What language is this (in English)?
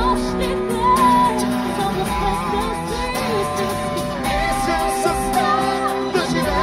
Bulgarian